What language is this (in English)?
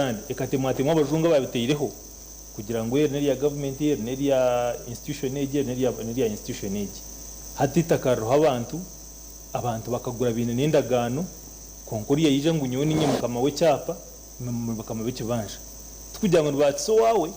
Nyankole